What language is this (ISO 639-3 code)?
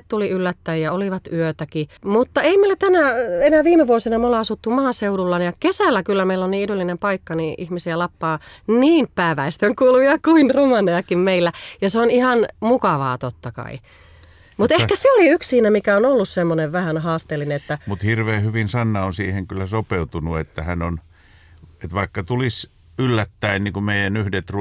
fin